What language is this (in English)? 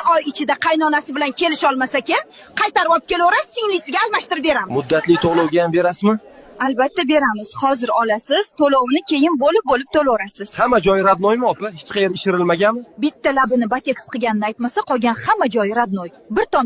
Uzbek